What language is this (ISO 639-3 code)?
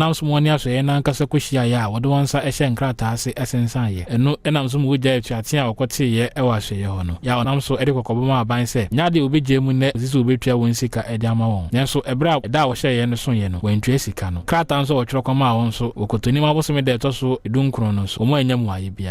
aka